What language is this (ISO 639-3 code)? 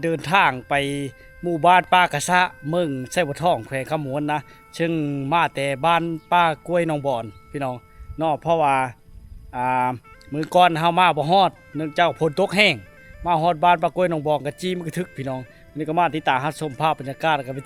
lao